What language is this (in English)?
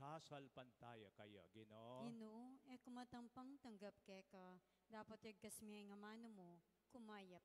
Pampanga